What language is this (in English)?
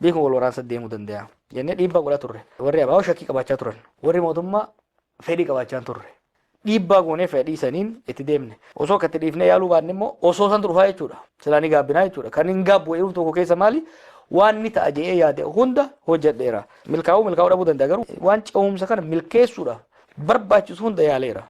Oromo